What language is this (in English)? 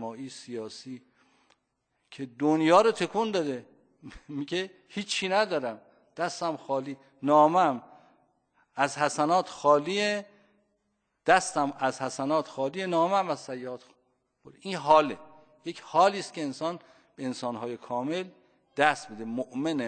Persian